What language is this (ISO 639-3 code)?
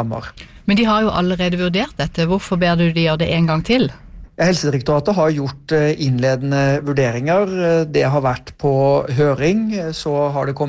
nor